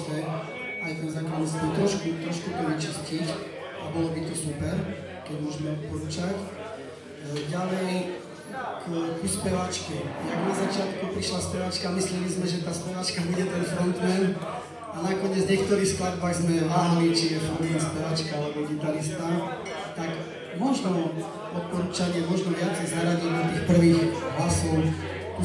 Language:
Slovak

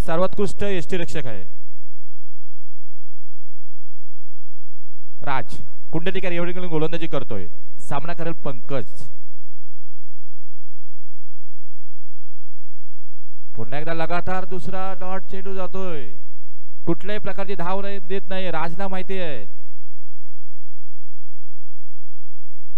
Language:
Marathi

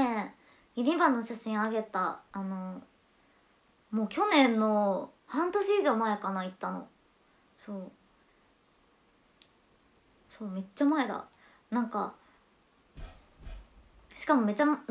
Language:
Japanese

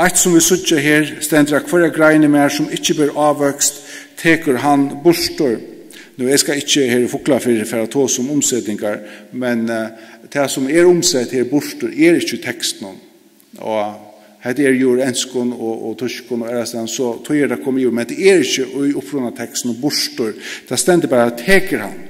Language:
Faroese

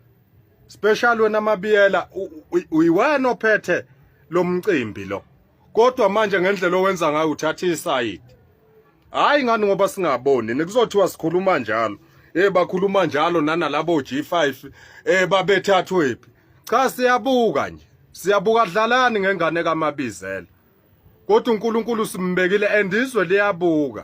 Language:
Zulu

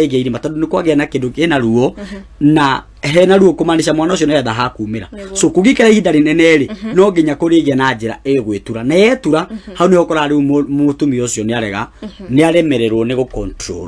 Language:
Kikuyu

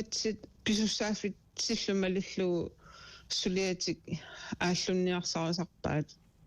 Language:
Kalaallisut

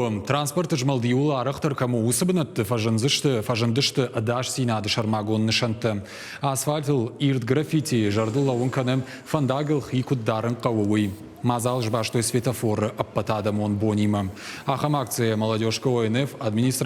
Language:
Ossetic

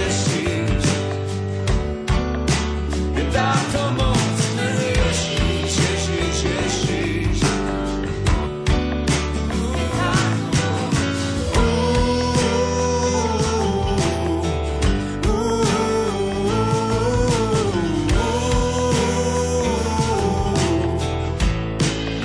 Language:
Slovak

